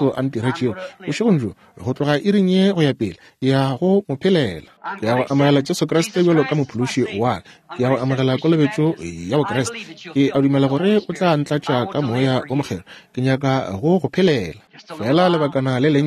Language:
Northern Sotho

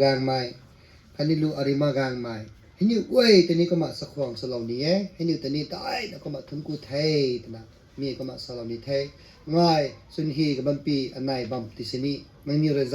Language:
Rongmei Naga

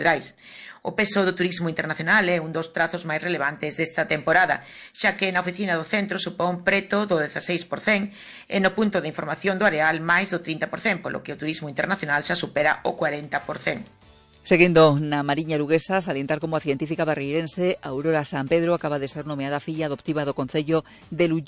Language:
Galician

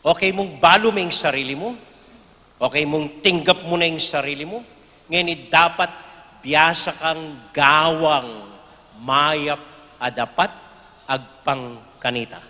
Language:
Pampanga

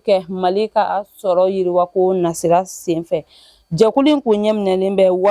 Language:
Bambara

